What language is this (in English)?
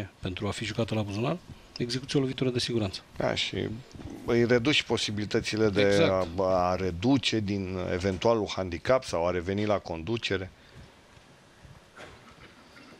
Romanian